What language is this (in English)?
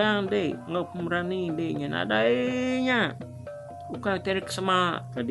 Iban